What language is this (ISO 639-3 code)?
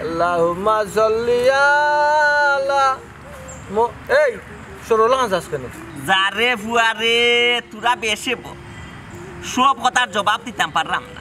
syl